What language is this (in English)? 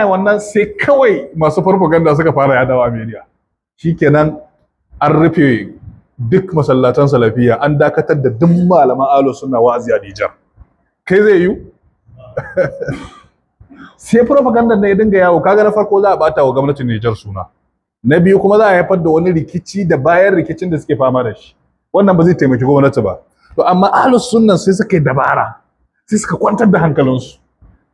Hausa